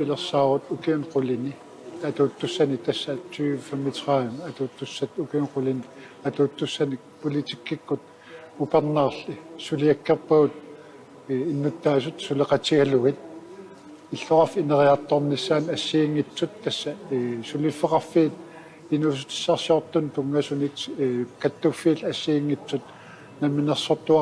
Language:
Kalaallisut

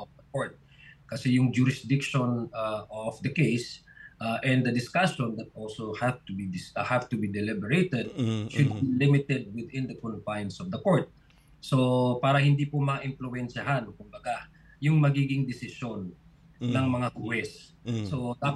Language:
Filipino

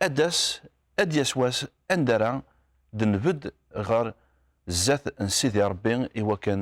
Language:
Kabyle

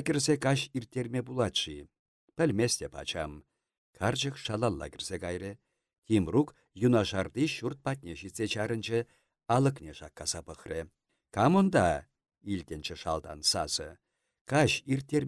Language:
Chuvash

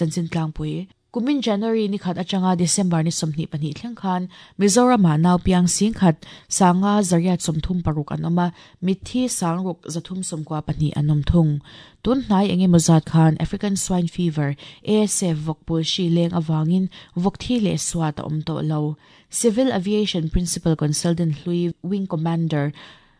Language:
Mizo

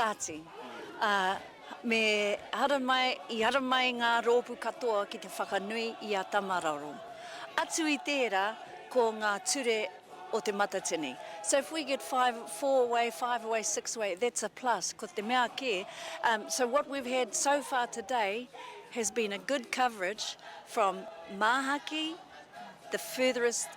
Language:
Māori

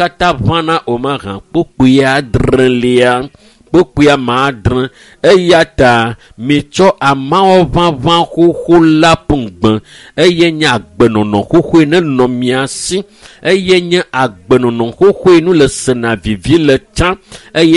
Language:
Ewe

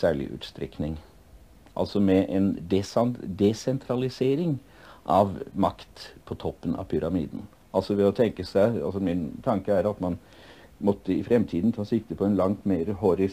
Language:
Norwegian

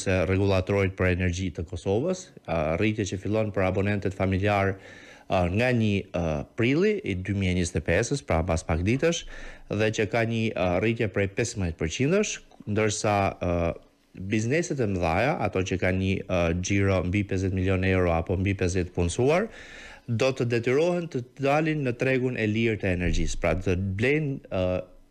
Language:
Albanian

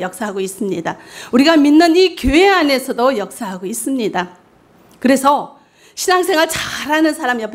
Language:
Korean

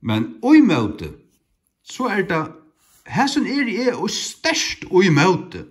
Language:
Faroese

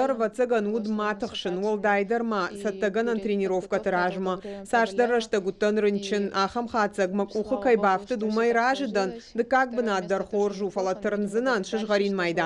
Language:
Ossetic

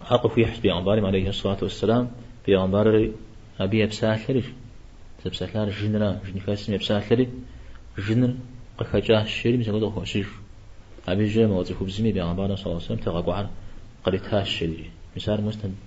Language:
Kabardian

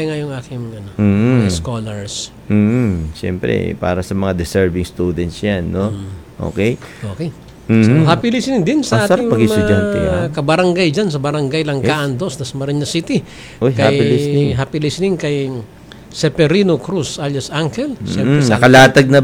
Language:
Filipino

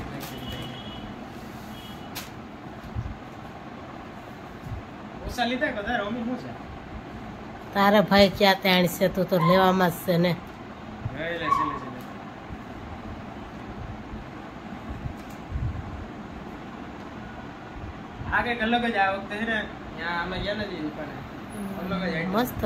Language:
Gujarati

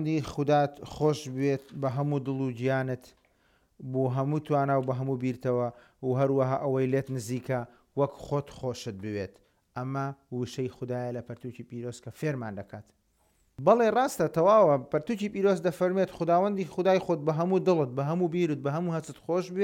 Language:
Central Kurdish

